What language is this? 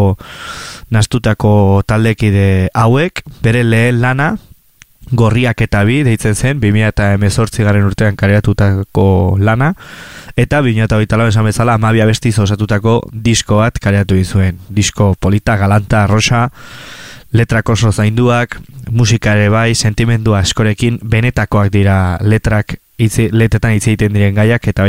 Basque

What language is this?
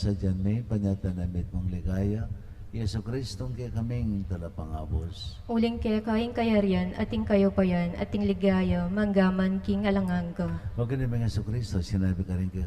Pampanga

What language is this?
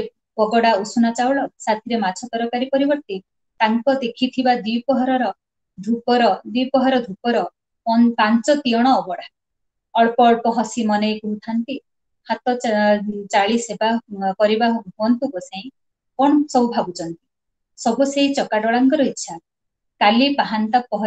Odia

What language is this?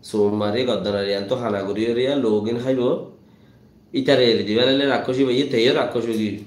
Rohingya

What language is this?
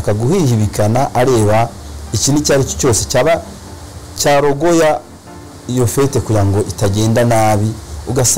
Kinyarwanda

